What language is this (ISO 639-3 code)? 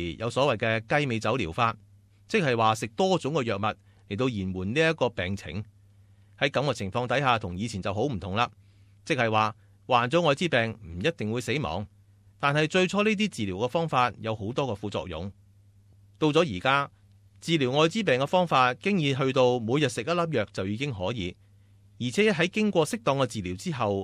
yue